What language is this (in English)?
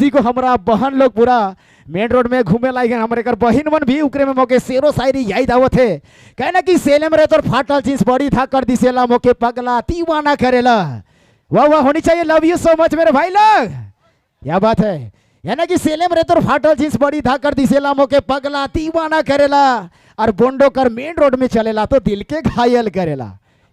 Sadri